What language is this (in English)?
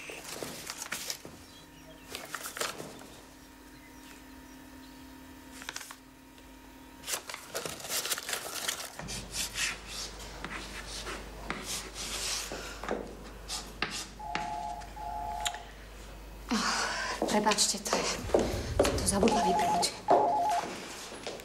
Slovak